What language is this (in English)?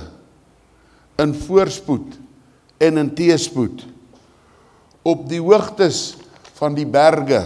Afrikaans